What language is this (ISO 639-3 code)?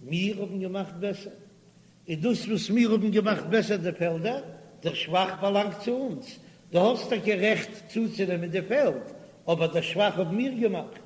yid